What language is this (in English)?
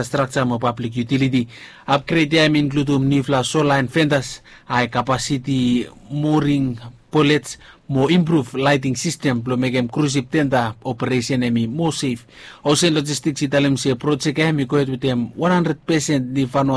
Bislama